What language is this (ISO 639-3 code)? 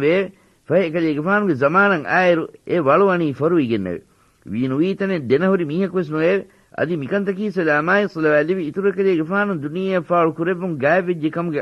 div